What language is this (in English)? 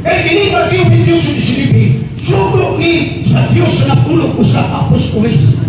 Cebuano